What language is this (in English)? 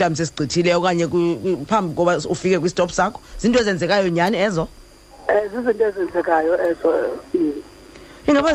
Xhosa